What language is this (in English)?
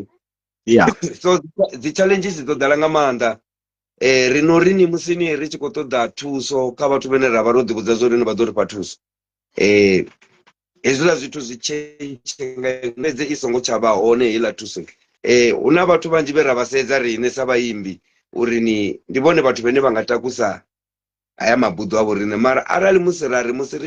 Venda